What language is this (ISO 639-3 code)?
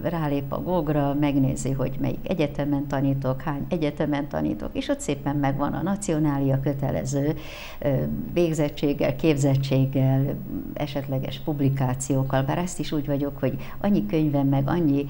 hun